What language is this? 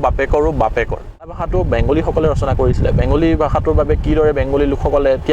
Assamese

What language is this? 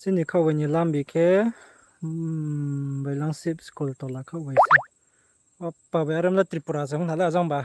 Riang (India)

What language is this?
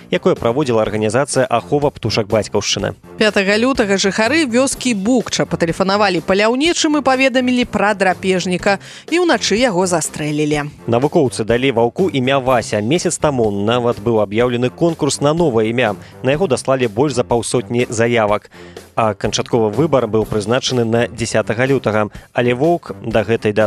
Belarusian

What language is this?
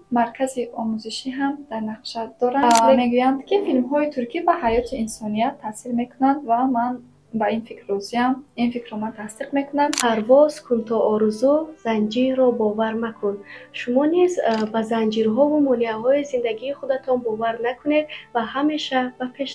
Tajik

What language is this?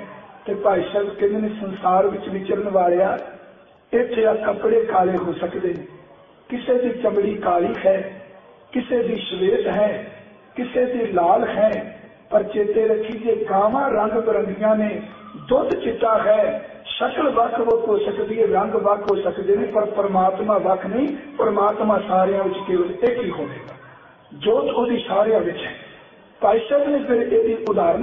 Punjabi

